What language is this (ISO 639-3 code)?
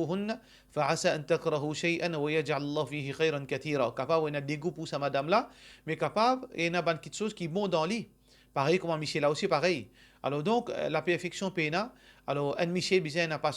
mfe